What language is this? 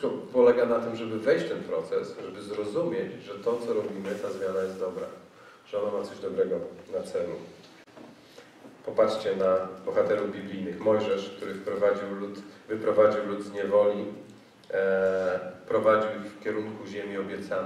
Polish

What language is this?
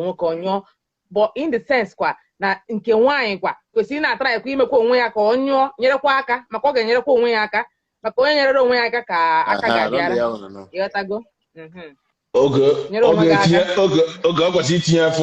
Igbo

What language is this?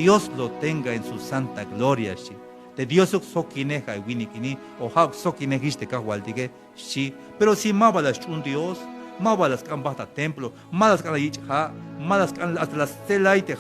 Tzeltal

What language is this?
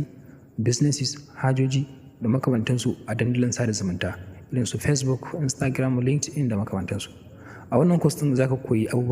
Hausa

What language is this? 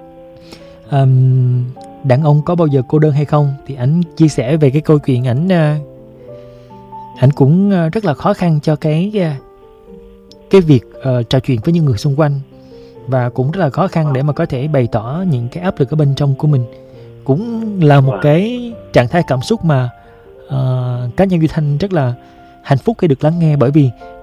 Vietnamese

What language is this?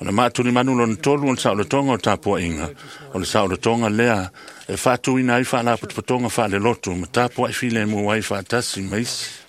Samoan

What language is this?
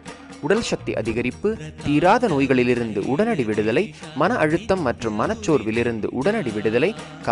Tamil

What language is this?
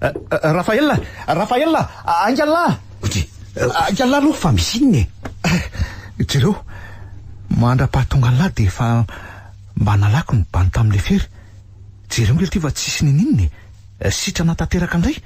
Malagasy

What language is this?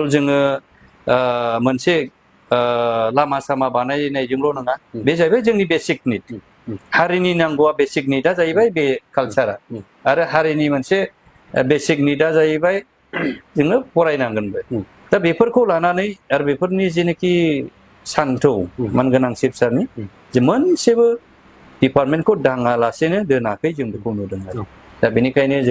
Bodo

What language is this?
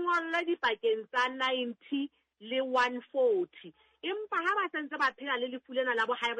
Southern Sotho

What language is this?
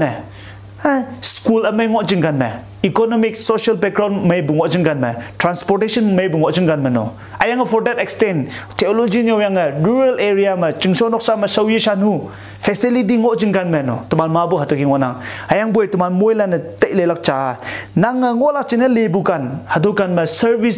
Konyak Naga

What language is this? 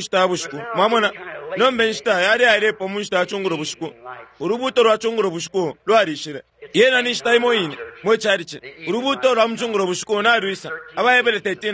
Bemba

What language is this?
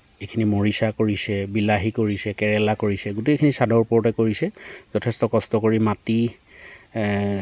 Assamese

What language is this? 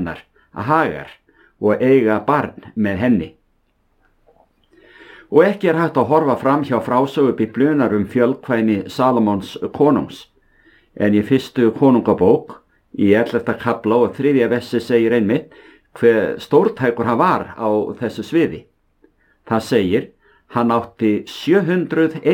Icelandic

